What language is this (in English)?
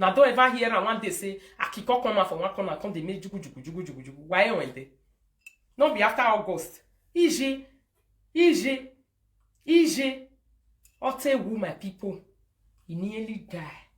Nigerian Pidgin